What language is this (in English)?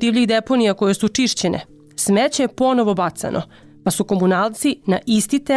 Serbian